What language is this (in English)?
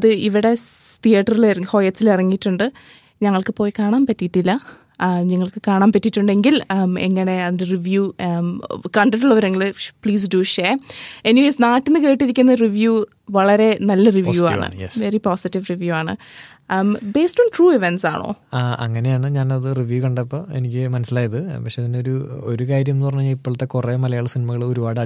Malayalam